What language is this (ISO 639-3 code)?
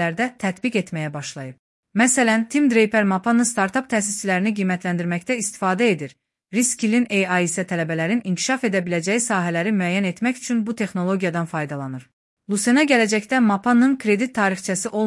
aze